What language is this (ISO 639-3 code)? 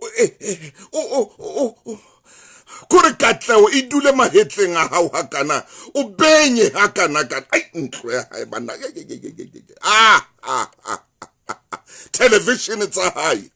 sot